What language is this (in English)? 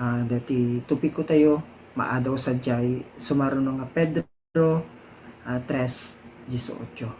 Iloko